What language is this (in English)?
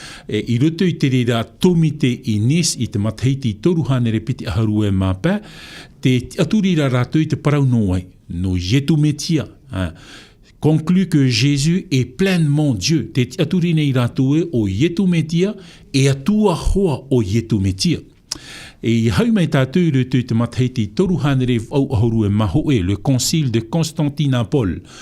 Tahitian